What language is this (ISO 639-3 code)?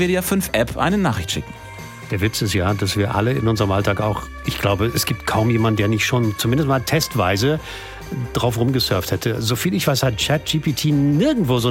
deu